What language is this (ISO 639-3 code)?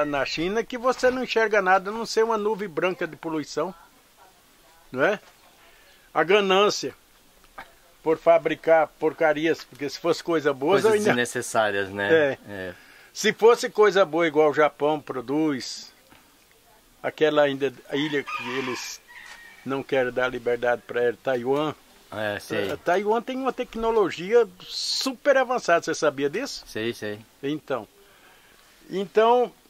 por